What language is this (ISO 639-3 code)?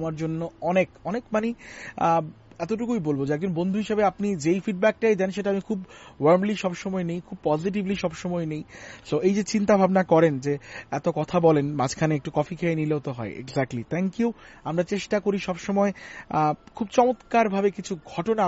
ben